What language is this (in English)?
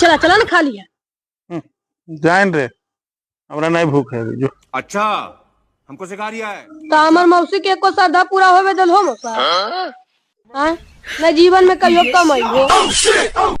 Magahi